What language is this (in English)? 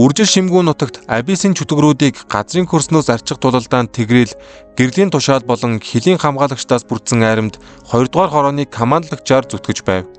Mongolian